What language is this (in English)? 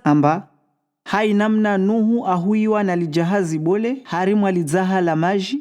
Comorian